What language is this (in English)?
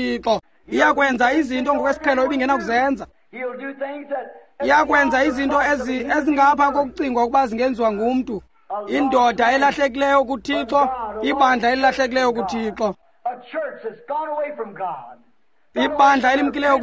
Xhosa